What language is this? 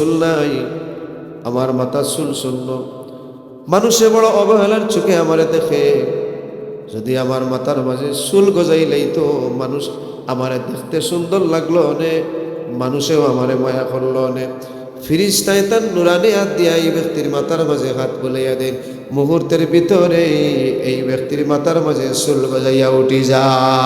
Sylheti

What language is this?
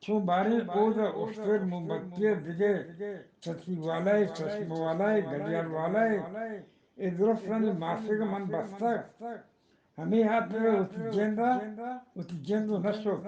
Eastern Balochi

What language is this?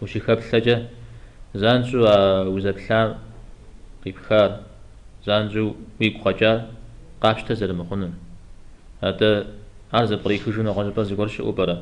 Kabardian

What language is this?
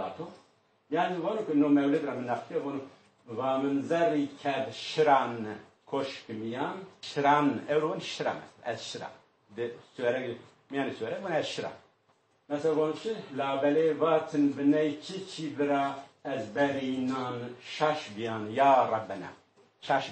Zaza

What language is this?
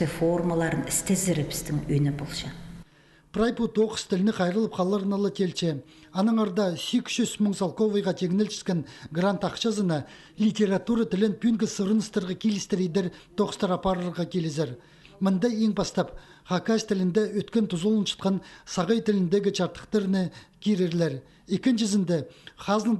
Khakas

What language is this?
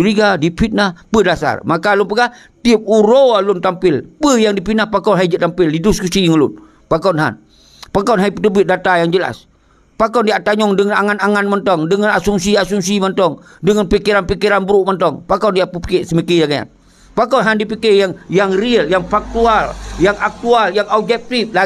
Achinese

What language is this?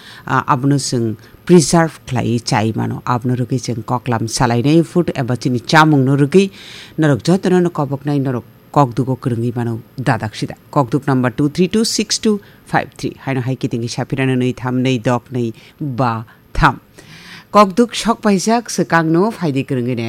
Kok Borok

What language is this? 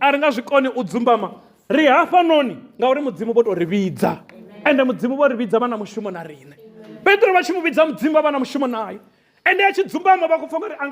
Venda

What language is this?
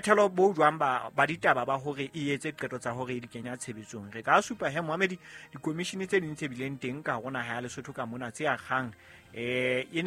Southern Sotho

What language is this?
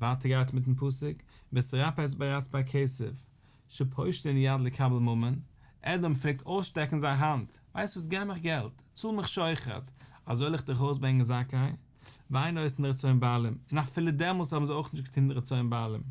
Yiddish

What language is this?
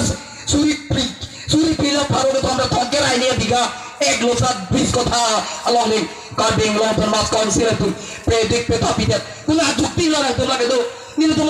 Karbi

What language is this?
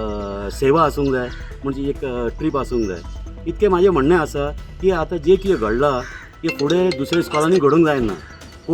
Konkani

